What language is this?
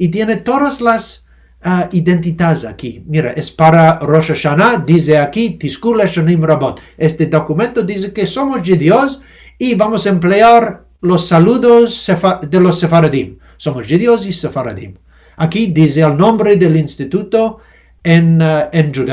Ladino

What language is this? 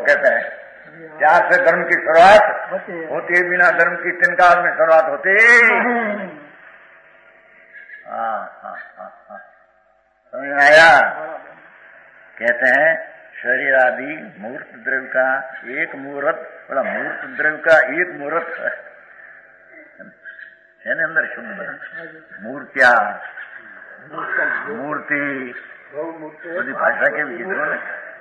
Hindi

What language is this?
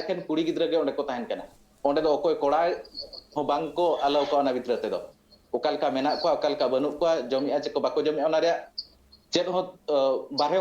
Santali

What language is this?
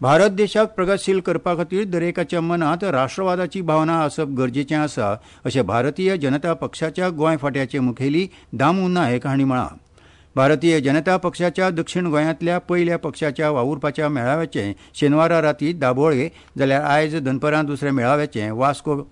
Konkani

